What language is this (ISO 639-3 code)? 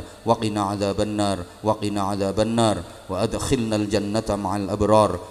jav